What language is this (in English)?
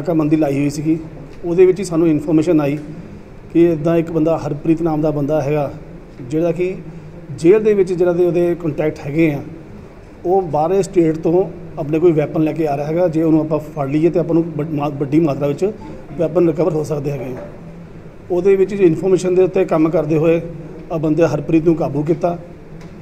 Punjabi